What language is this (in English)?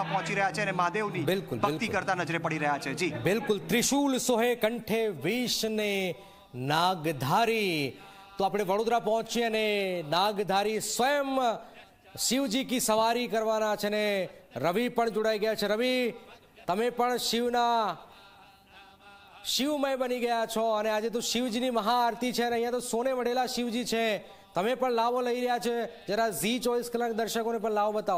Gujarati